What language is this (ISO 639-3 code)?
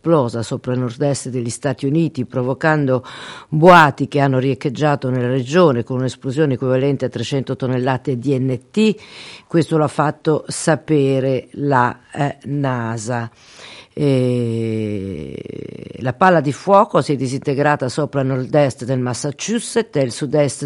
ita